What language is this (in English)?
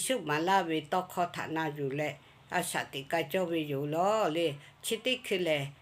Lahu